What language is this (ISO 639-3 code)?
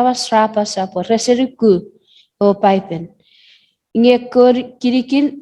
chk